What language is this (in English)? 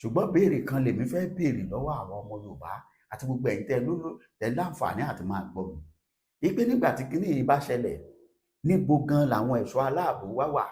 Yoruba